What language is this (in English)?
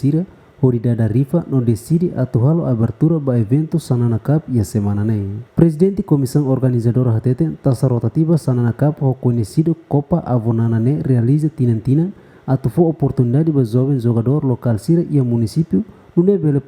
Tetum